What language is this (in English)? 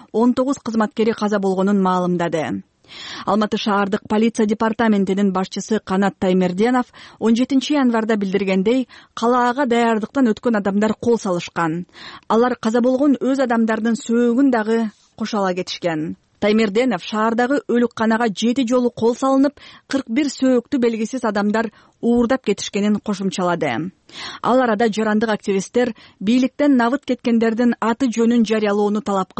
Kyrgyz